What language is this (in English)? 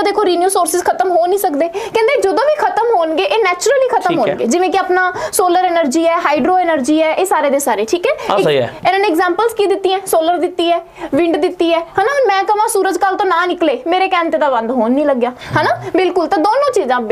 Punjabi